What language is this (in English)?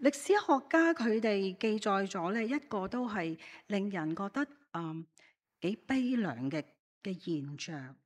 Cantonese